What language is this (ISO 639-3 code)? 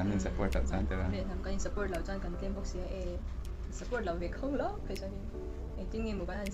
lus